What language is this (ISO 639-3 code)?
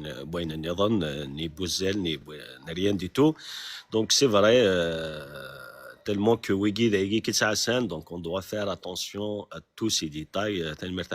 kab